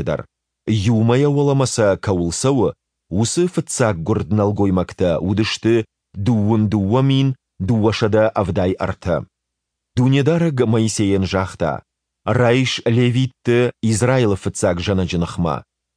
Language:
Ossetic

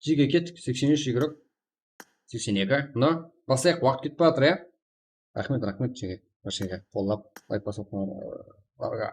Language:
Kara-Kalpak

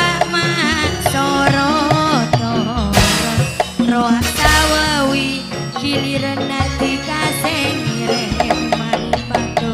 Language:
Madurese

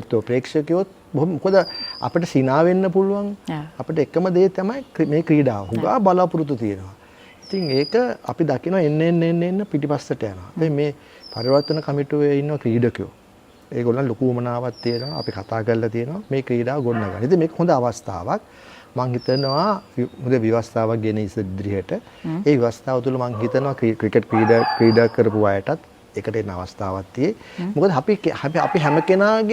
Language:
Sinhala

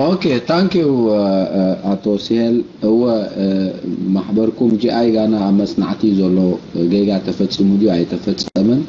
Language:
Tigrinya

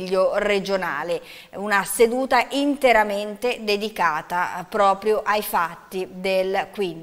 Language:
Italian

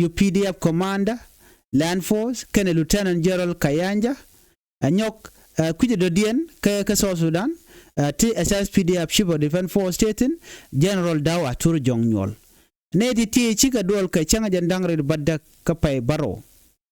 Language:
Nuer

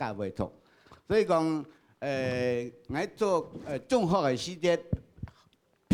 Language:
Hakka Chinese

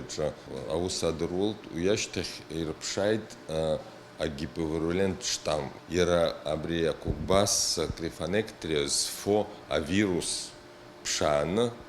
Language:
Abkhazian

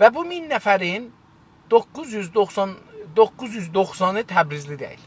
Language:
South Azerbaijani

